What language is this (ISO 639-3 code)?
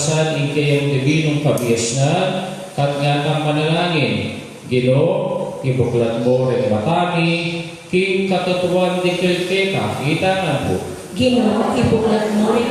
pam